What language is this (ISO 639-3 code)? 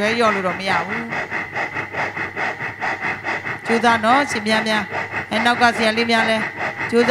mya